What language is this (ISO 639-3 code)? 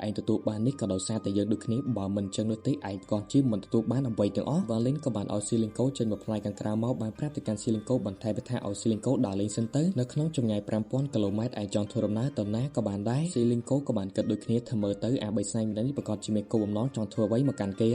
khm